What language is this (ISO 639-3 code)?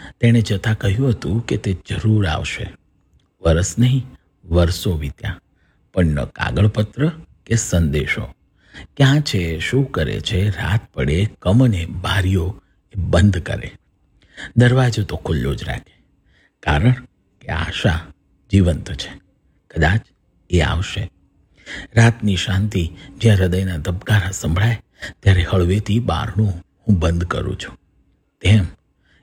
guj